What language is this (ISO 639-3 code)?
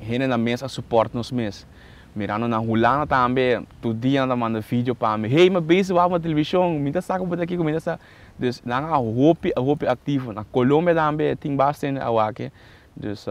pap